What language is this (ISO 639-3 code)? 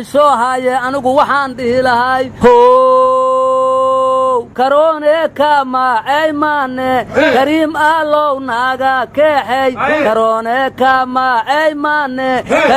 som